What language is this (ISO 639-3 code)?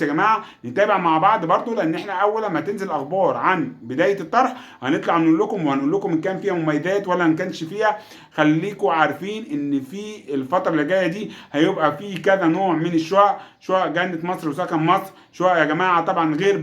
arz